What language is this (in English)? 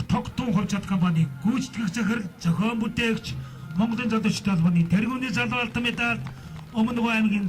Mongolian